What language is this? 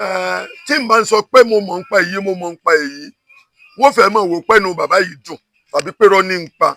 Yoruba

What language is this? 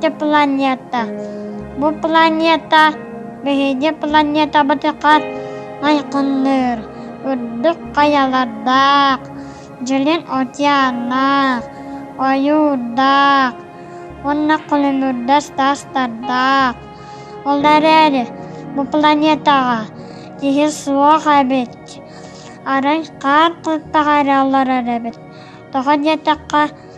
Yakut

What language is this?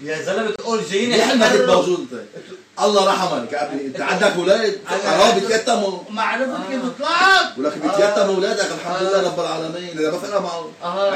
North Levantine Arabic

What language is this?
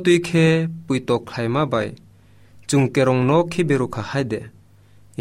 Kok Borok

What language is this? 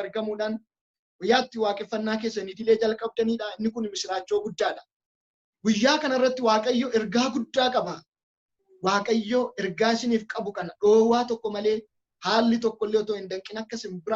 Oromo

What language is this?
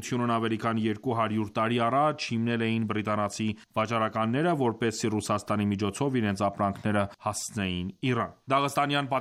Armenian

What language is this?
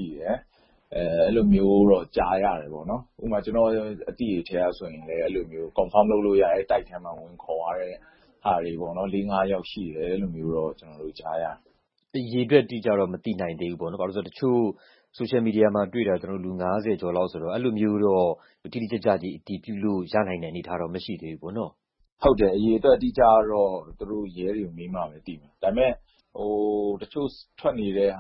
Burmese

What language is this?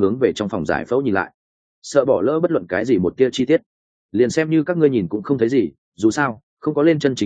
Vietnamese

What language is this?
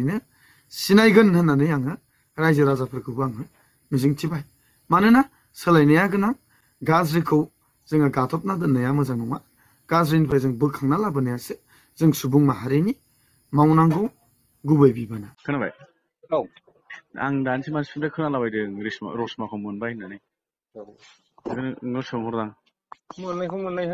Bodo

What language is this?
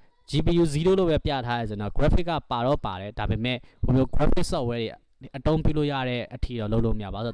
Burmese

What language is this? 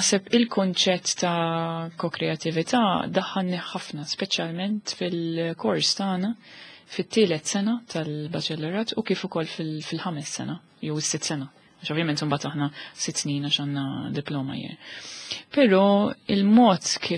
Maltese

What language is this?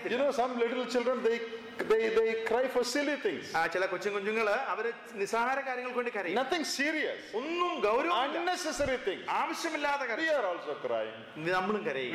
Malayalam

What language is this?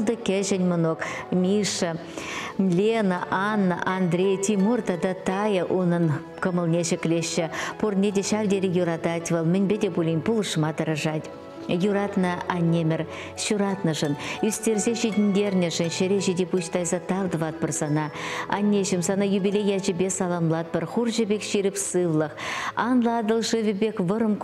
Chuvash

